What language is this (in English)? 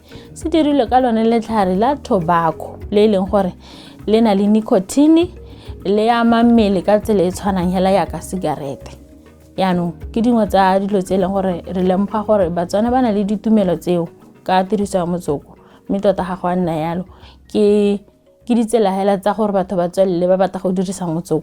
Tswana